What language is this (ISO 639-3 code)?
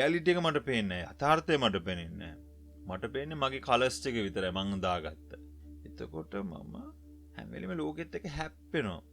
sin